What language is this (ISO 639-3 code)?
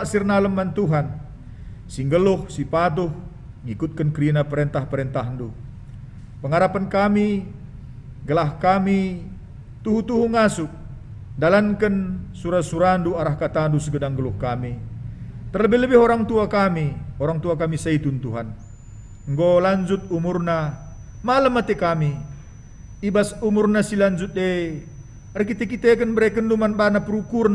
btx